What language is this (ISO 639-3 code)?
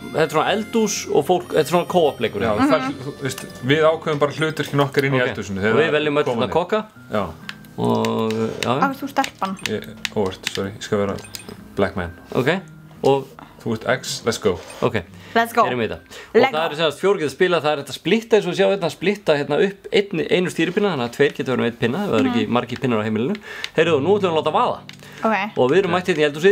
isl